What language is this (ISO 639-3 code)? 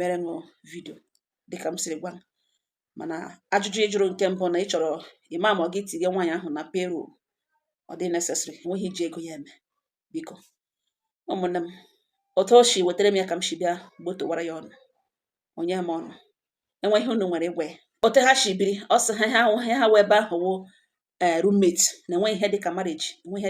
ibo